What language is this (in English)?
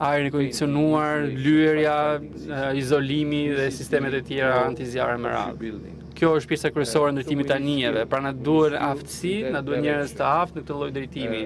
Albanian